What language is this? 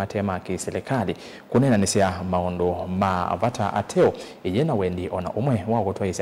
Kamba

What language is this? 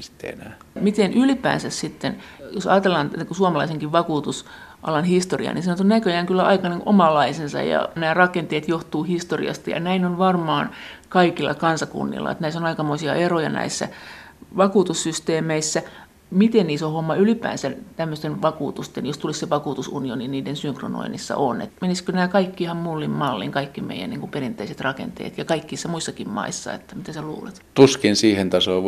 Finnish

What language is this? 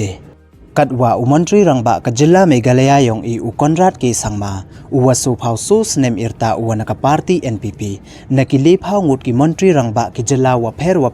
Pnar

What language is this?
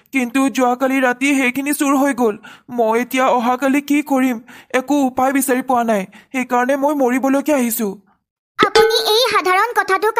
Assamese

